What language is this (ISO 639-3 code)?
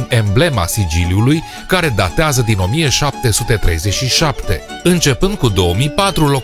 ron